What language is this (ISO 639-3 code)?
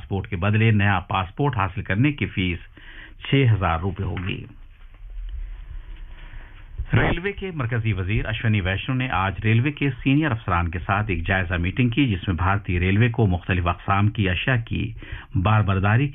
urd